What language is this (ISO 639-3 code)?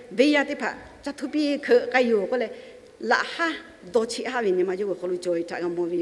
lhu